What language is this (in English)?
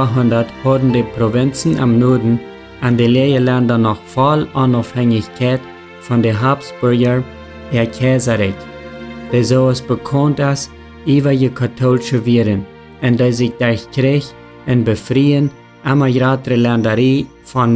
Plautdietsch